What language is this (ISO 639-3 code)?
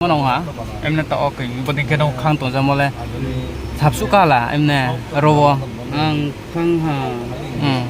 ria